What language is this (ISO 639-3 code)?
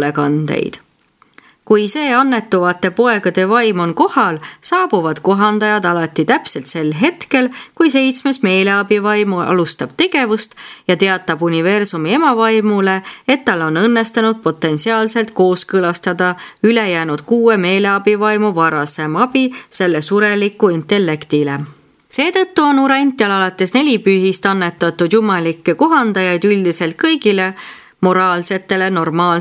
est